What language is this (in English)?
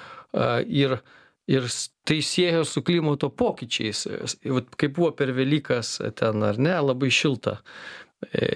Lithuanian